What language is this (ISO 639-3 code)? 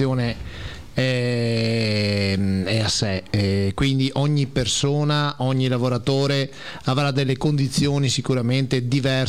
ita